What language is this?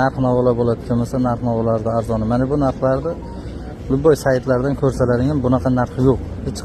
Uzbek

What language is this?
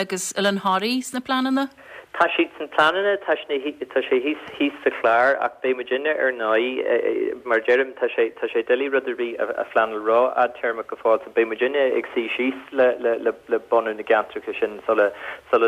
Irish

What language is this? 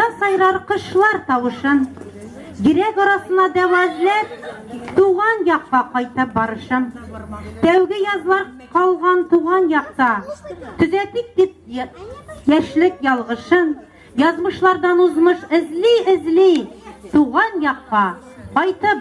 Tatar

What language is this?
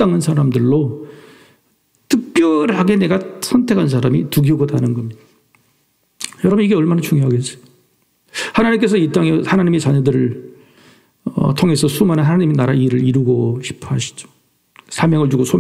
Korean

